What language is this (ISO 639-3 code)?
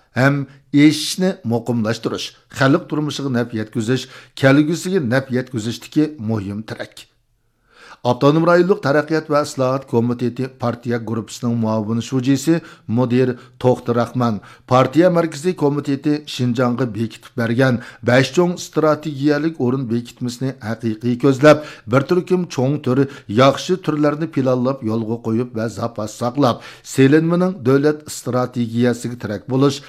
uig